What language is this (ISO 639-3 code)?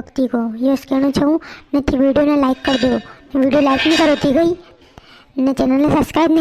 raj